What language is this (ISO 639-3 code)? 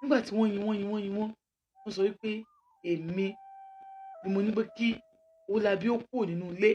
yor